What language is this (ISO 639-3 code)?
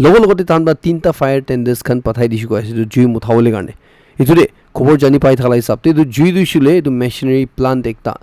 nag